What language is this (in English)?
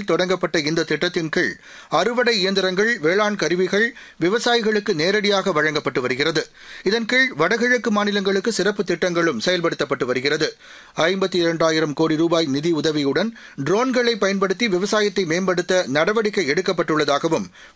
Tamil